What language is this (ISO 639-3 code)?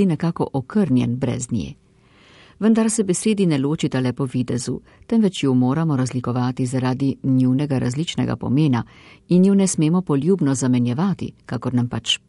slv